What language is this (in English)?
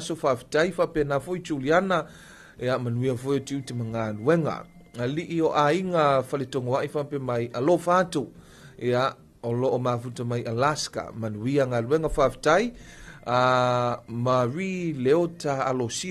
Samoan